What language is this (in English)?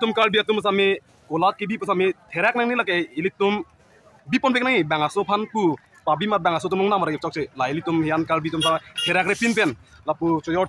Karbi